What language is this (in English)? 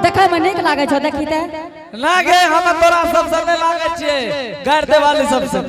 Angika